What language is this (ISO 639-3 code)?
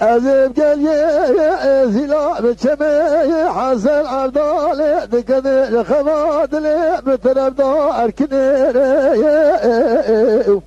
kur